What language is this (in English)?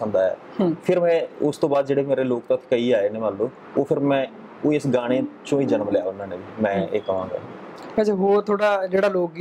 Punjabi